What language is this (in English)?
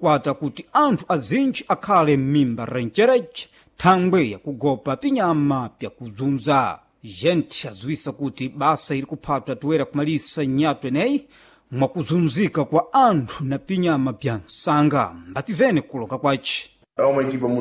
Sena